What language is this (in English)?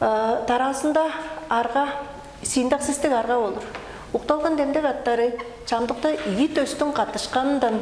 Tuvinian